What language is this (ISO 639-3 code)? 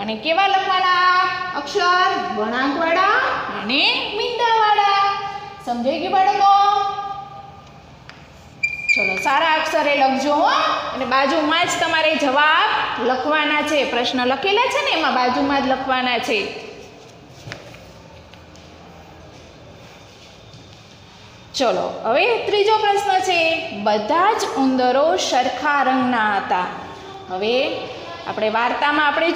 guj